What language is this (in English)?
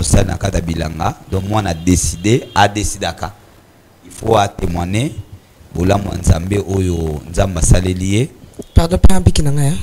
Lingala